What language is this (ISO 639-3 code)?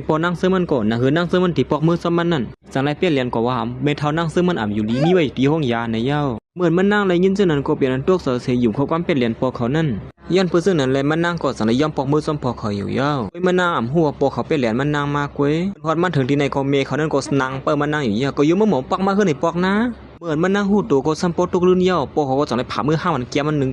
shn